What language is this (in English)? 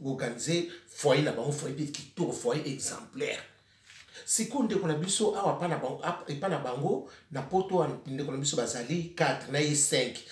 Lingala